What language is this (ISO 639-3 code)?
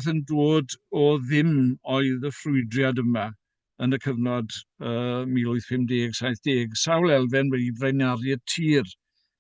cym